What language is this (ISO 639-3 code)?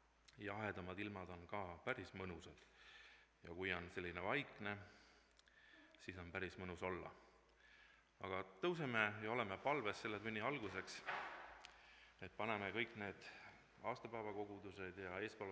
est